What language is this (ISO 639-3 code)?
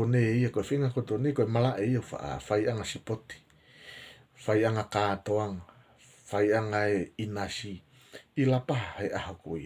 ton